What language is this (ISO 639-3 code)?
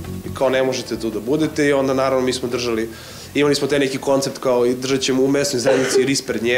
srp